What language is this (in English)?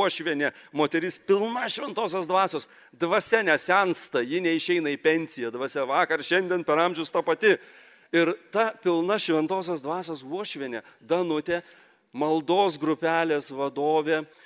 Lithuanian